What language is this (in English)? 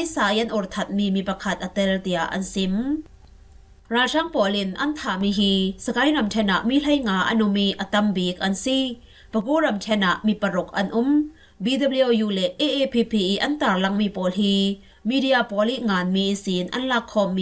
Falam Chin